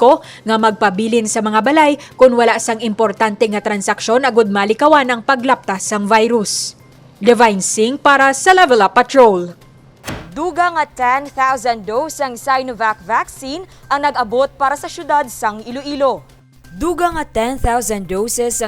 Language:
Hiligaynon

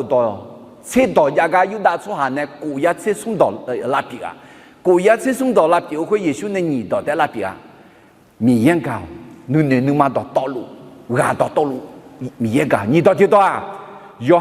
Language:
Akha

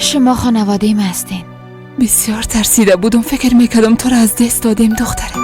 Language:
Persian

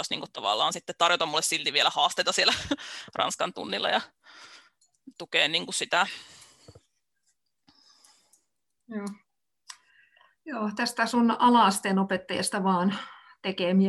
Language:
Finnish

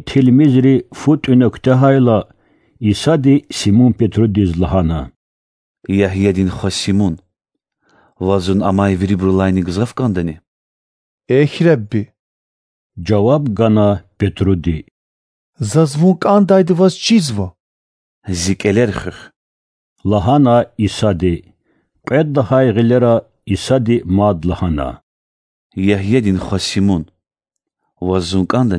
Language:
Lezghian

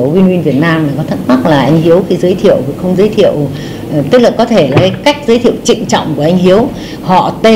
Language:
Vietnamese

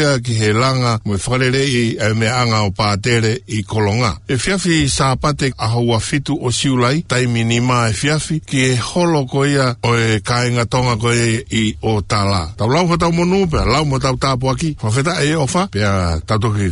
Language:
Tongan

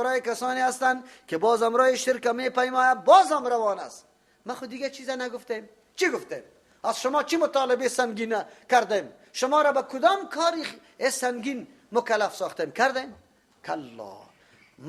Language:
Persian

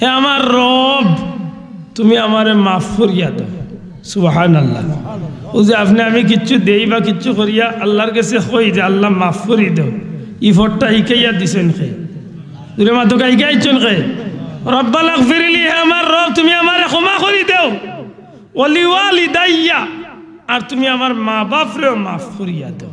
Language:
Sylheti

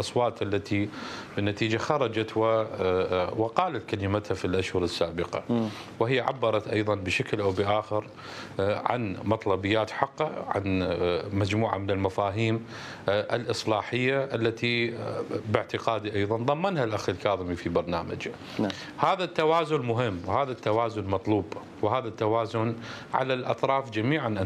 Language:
Mesopotamian Arabic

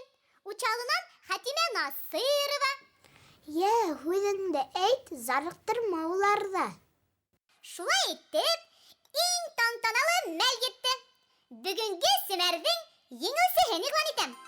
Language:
Bashkir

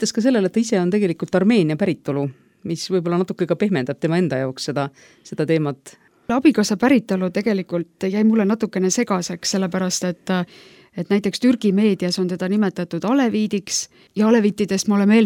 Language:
Estonian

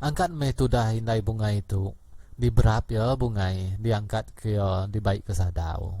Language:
Iban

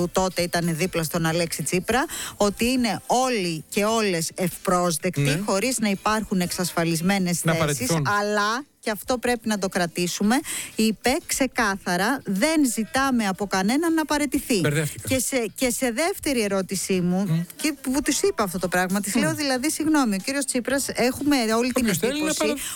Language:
Greek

